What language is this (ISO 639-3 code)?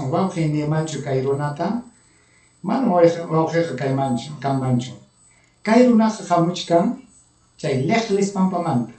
quy